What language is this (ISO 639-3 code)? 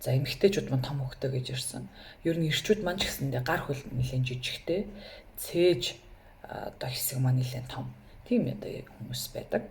mon